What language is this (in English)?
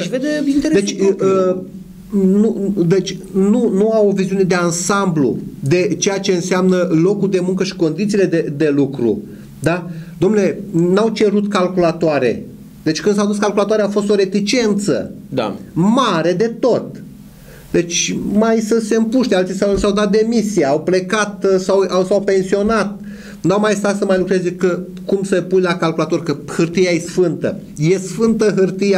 Romanian